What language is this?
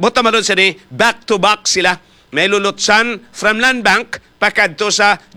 Hiligaynon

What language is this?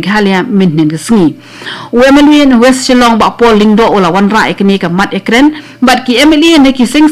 Khasi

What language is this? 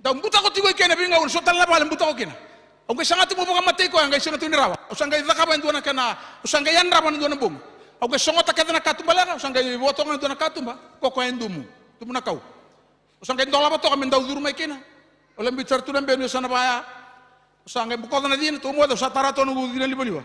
Fijian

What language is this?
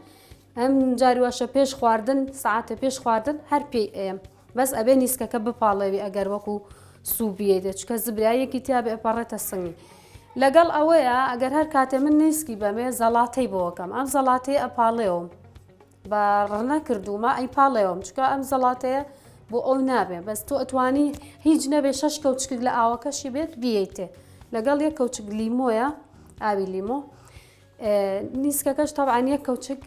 Central Kurdish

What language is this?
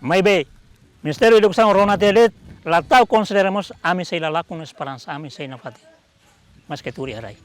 Tetum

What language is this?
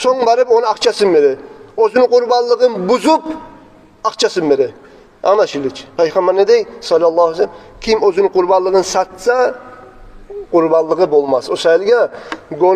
Kumyk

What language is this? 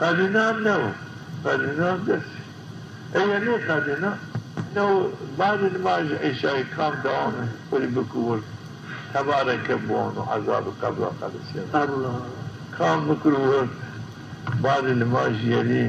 Zaza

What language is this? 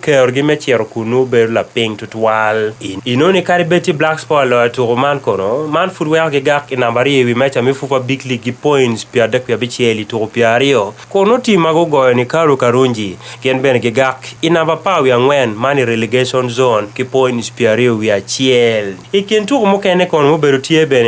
Acoli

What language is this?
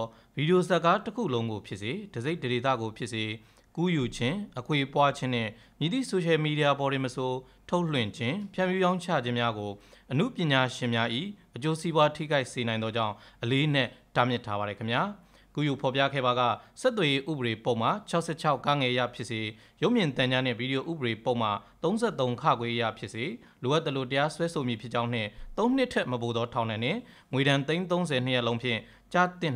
Burmese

